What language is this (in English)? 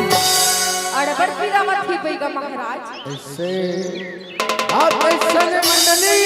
Chhattisgarhi